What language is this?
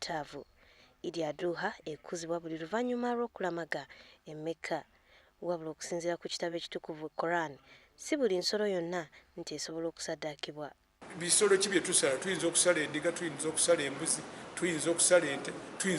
Ganda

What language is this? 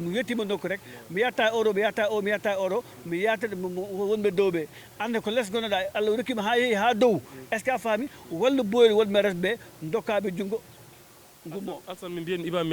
Fula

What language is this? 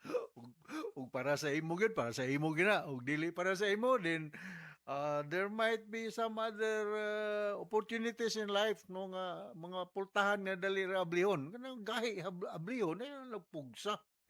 Cebuano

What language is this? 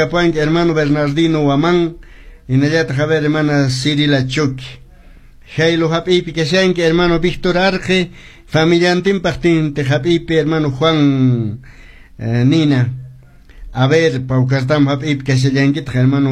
Quechua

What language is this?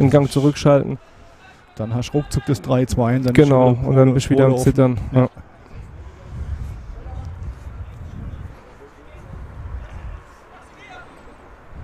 German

